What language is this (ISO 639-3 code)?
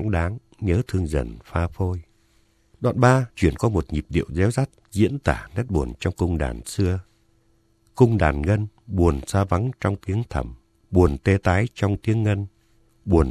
vie